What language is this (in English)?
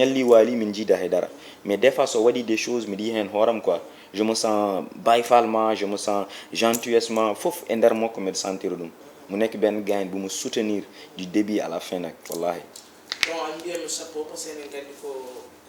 Fula